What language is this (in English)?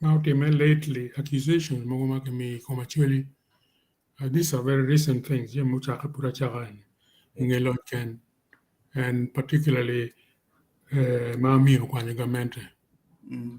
Acoli